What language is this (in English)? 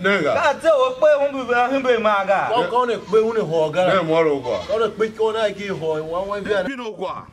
Tiv